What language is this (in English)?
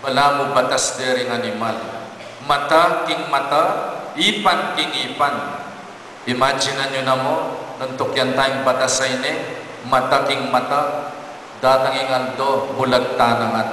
Pampanga